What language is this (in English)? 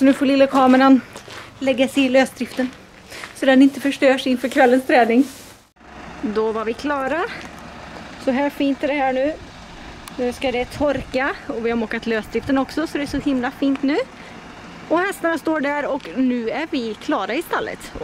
Swedish